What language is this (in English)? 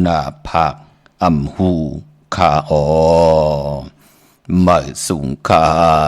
Shan